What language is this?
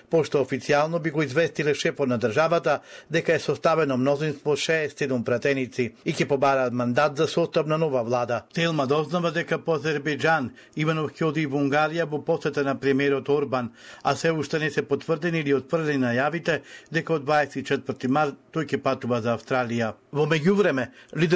Macedonian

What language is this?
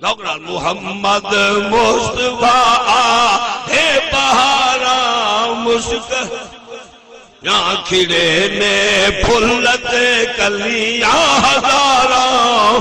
Saraiki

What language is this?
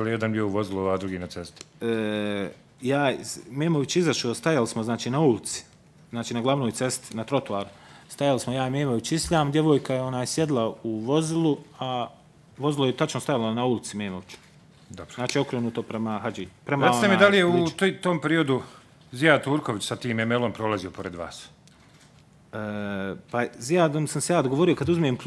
Bosnian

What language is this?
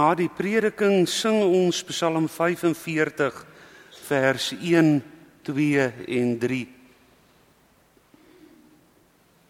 Afrikaans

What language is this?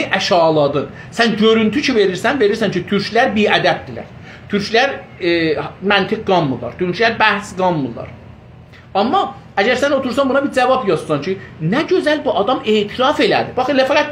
South Azerbaijani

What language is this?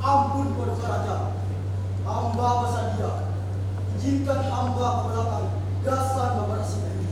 Banjar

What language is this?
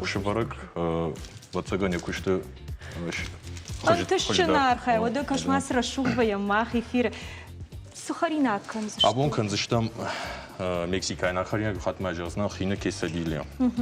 Ossetic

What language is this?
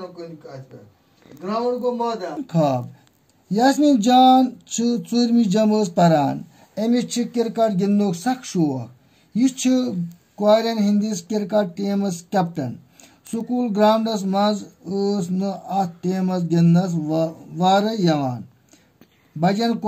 Kashmiri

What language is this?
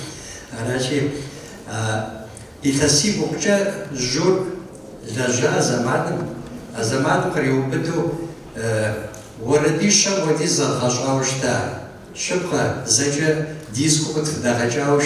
Kabardian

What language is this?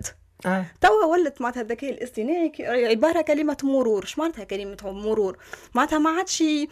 Tunisian Arabic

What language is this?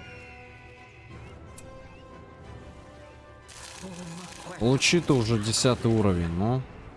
Russian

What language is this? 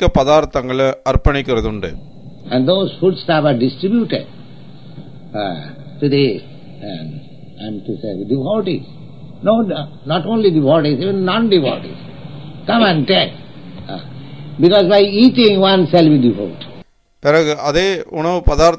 Tamil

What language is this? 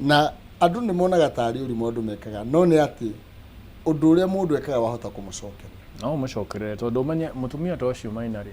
Kikuyu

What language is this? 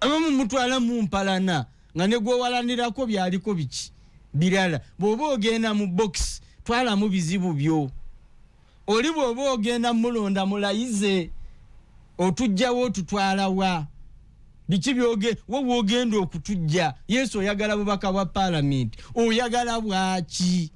Ganda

